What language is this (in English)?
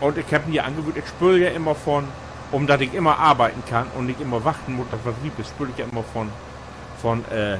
Low German